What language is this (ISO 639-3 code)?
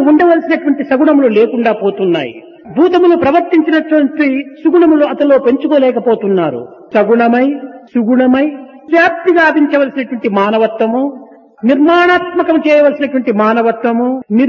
tel